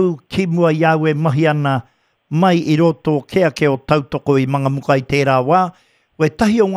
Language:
Māori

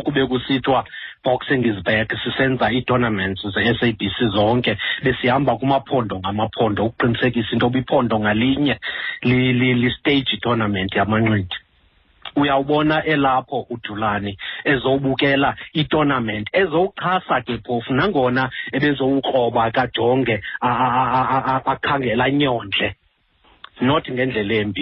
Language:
Xhosa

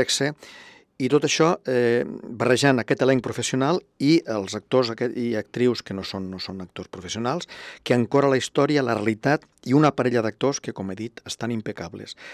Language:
Catalan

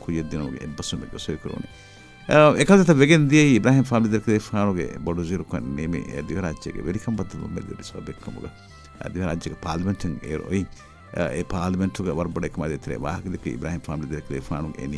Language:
Divehi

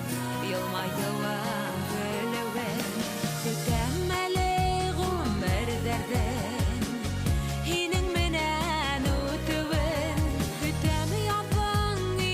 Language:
Bashkir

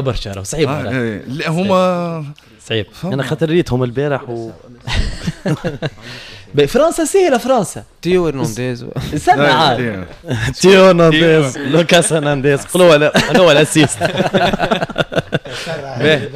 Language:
Tunisian Arabic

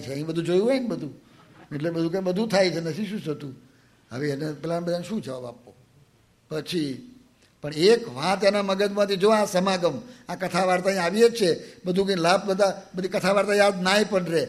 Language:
Gujarati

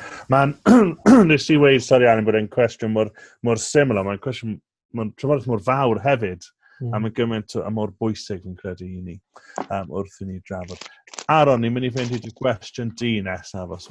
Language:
Welsh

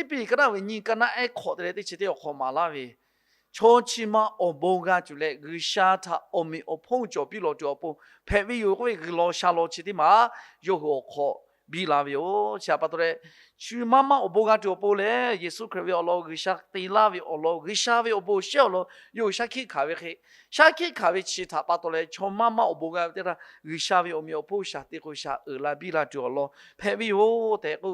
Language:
Lahu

